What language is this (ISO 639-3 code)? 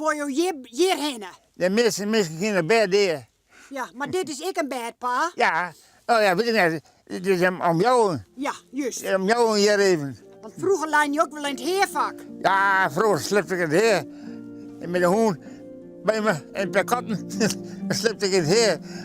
fry